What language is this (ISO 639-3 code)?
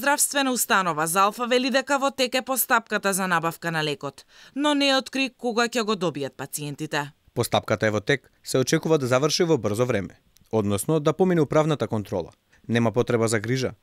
mkd